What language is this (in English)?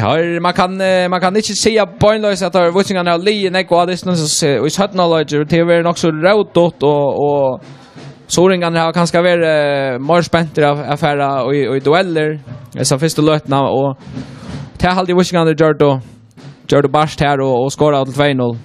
Faroese